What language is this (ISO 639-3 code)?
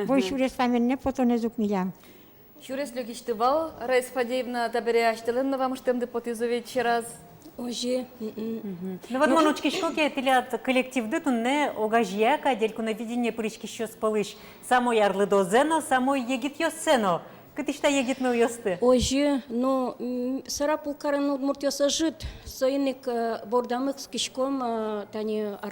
udm